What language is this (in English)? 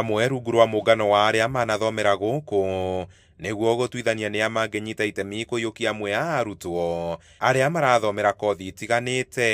Kikuyu